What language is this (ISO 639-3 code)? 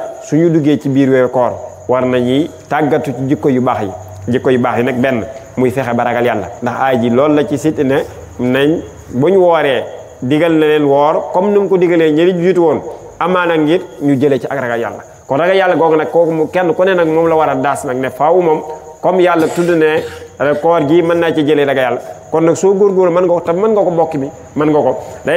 wol